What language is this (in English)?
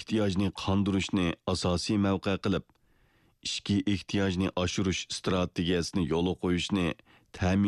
Uyghur